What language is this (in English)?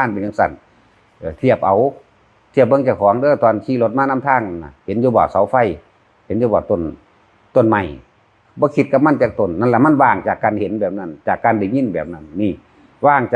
Northeastern Thai